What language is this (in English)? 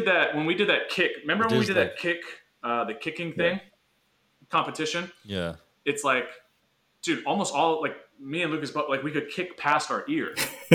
English